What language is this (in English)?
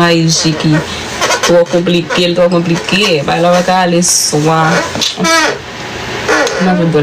Haitian Creole